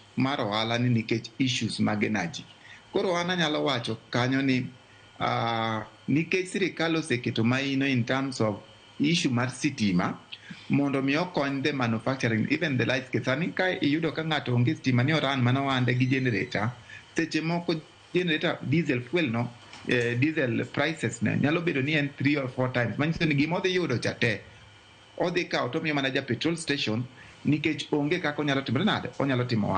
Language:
Luo (Kenya and Tanzania)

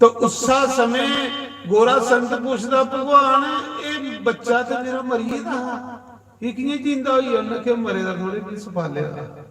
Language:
Dogri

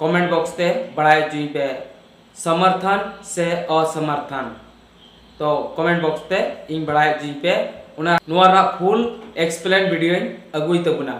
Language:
Santali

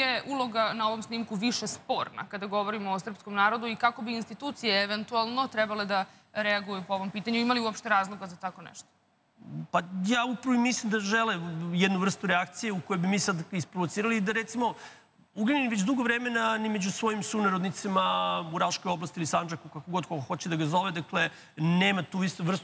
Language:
Serbian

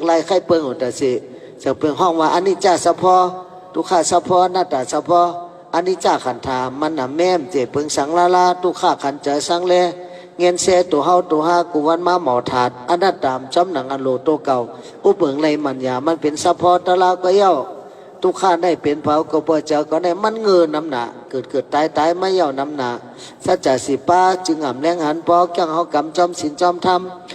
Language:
Shan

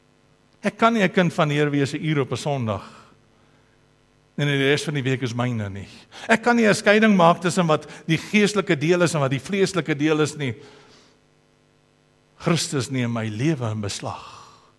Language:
Afrikaans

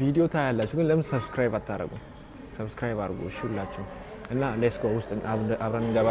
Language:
Amharic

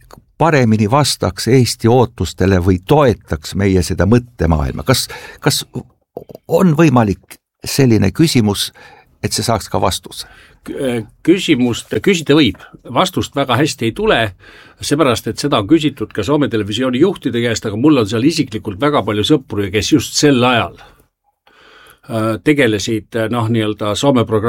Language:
Estonian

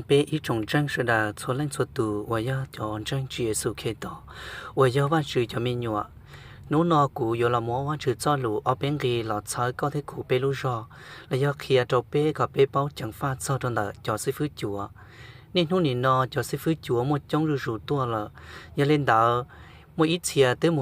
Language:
Hmong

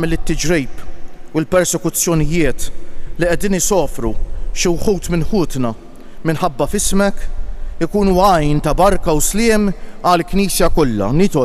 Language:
Maltese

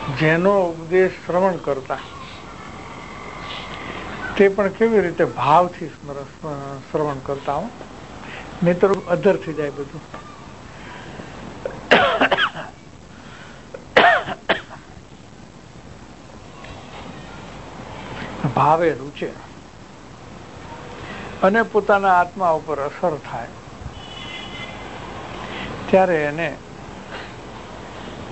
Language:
Gujarati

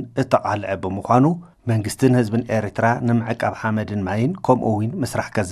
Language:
Tigrinya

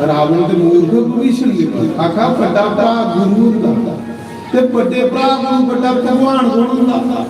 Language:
Dogri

